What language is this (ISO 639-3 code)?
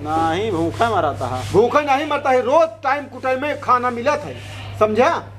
awa